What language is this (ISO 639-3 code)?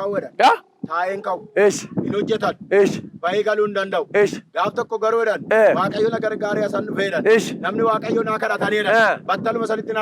orm